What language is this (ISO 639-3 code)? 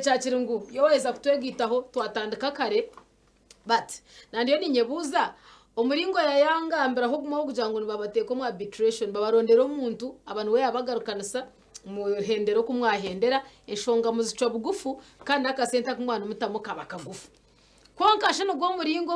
nyn